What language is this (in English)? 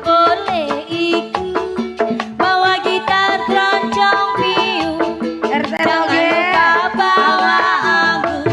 Betawi